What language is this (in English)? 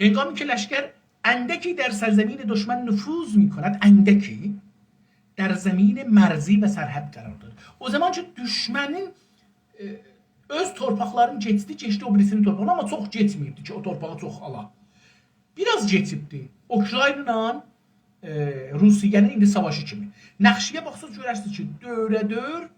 South Azerbaijani